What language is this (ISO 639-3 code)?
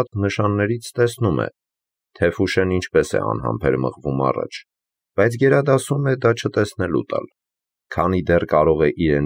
hye